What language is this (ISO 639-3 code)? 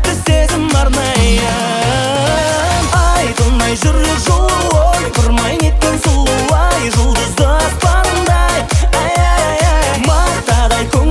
kaz